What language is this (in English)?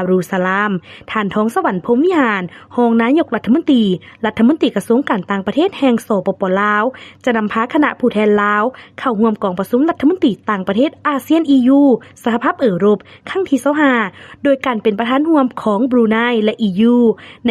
Lao